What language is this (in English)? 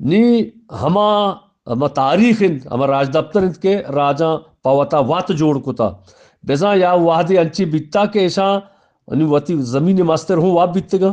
Eastern Balochi